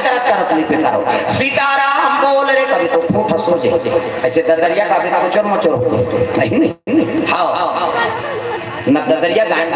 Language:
Chhattisgarhi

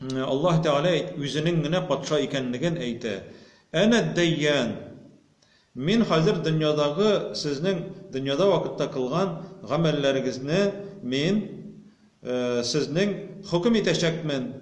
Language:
Tatar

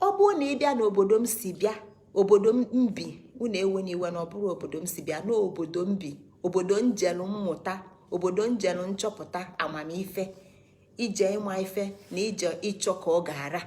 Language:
Igbo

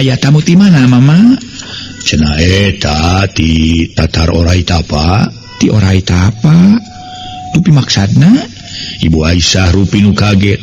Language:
Sundanese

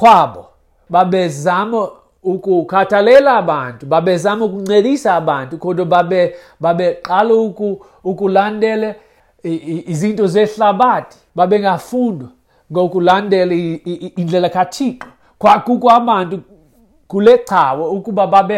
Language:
Xhosa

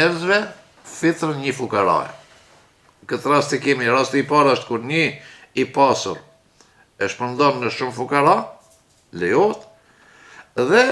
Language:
Albanian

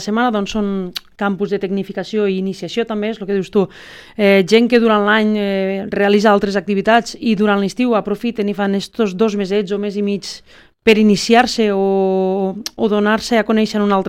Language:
Catalan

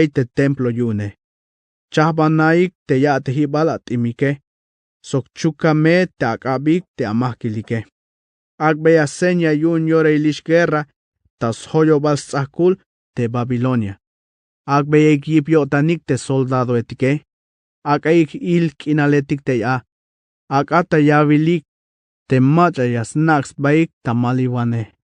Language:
Tzeltal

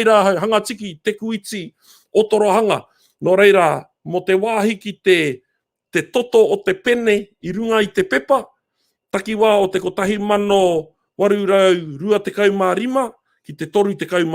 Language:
Māori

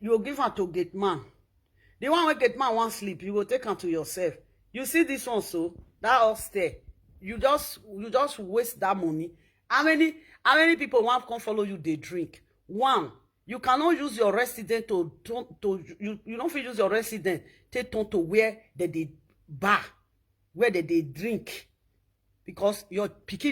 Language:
Nigerian Pidgin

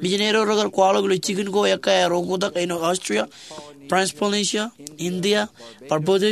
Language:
Marshallese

